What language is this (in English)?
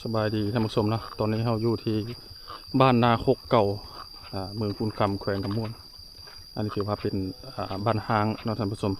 Lao